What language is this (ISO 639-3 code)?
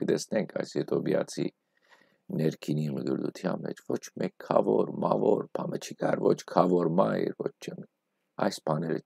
hyw